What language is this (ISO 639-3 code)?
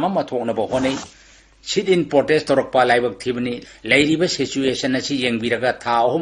mni